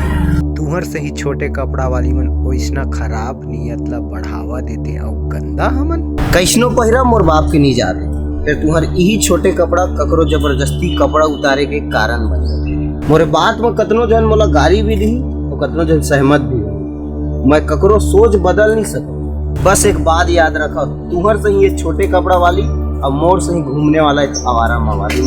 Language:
Chhattisgarhi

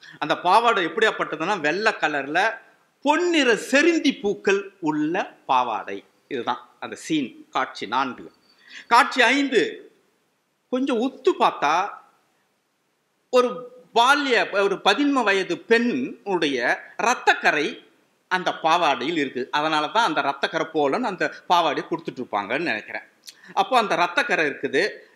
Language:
Tamil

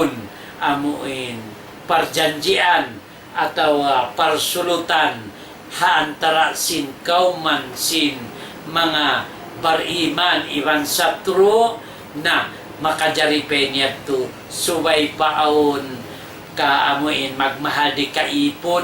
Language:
Tausug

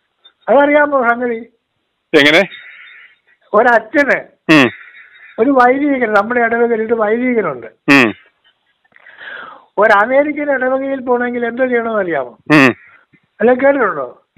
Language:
Malayalam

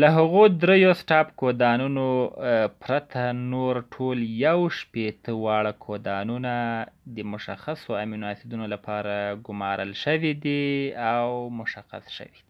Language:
Pashto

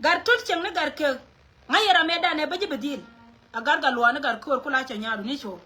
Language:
Nuer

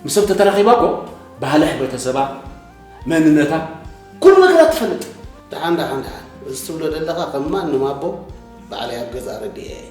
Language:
Tigrinya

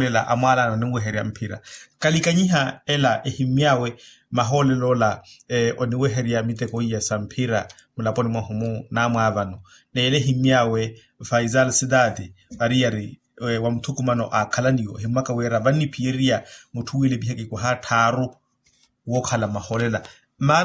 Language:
Makhuwa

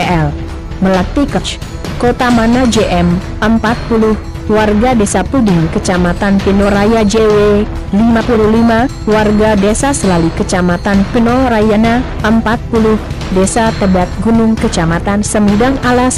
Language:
Indonesian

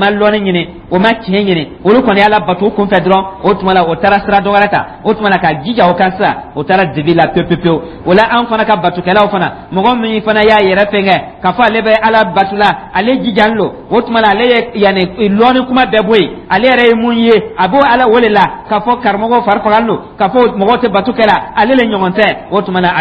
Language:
Dyula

